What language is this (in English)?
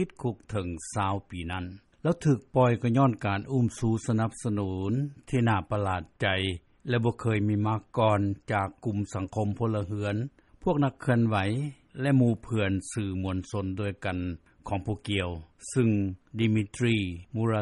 Lao